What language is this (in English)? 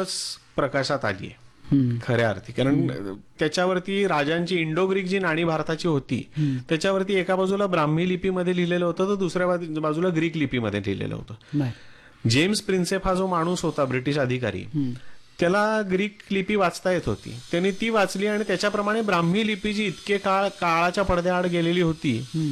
Marathi